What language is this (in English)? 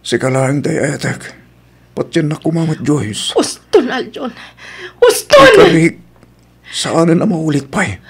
Iloko